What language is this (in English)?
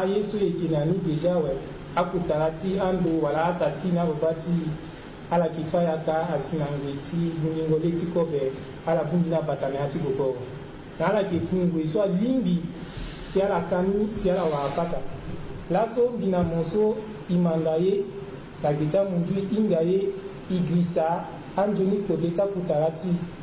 Sango